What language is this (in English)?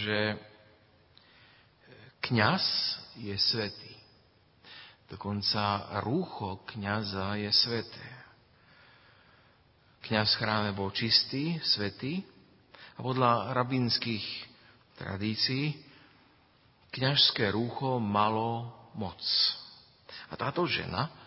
Slovak